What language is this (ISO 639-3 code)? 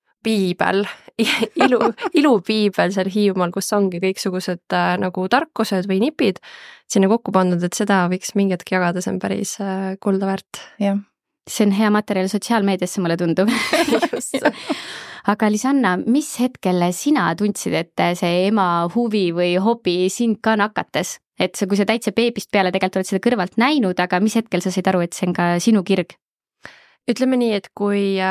est